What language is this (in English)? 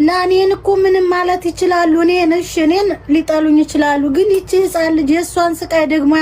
Amharic